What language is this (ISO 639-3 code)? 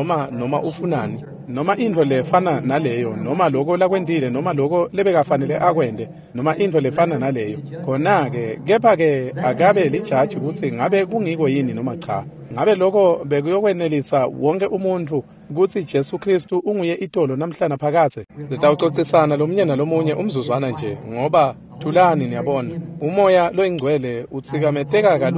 ssw